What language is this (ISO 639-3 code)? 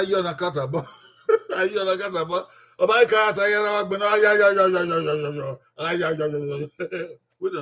bin